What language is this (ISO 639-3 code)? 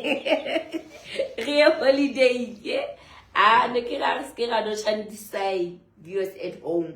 sot